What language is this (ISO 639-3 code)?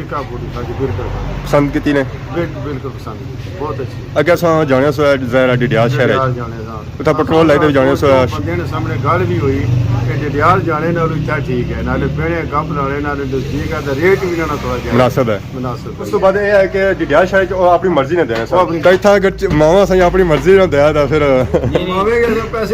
phr